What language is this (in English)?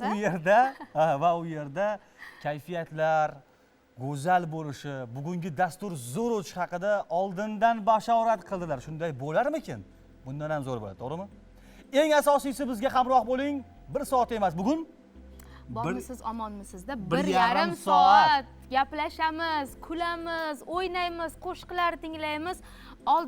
Uzbek